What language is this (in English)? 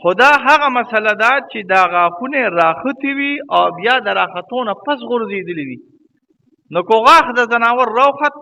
Pashto